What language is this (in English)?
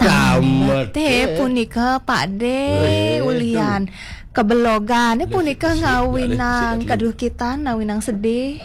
Balinese